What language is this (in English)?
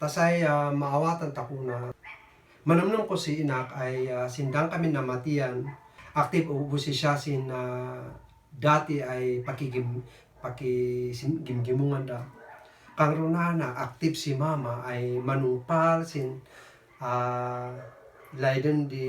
Kankanaey